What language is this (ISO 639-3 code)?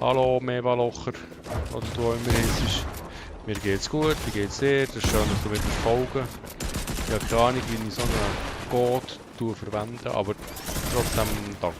gsw